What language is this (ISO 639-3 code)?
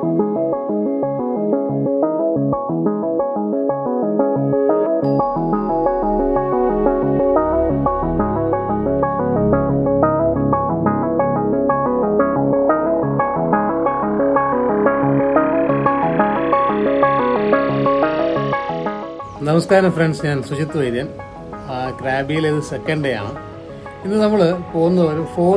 mal